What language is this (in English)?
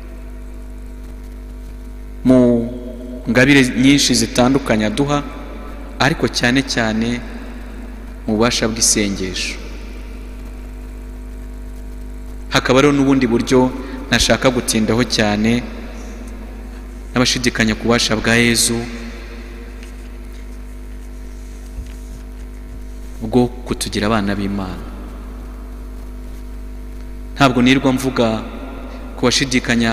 Kinyarwanda